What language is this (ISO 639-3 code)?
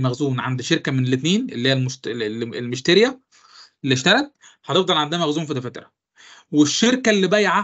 arz